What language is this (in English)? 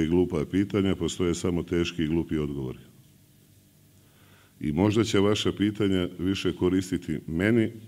Serbian